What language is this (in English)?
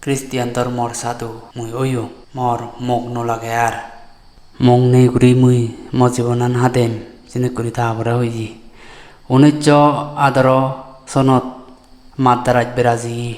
Chakma